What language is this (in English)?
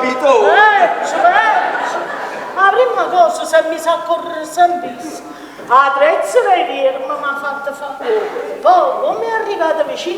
Neapolitan